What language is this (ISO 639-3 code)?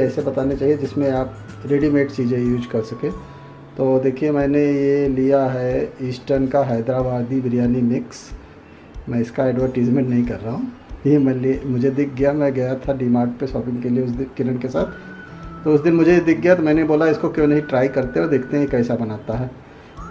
hin